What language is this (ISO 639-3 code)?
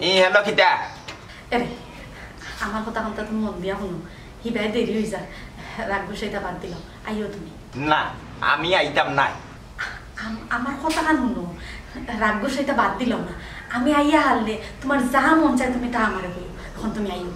syl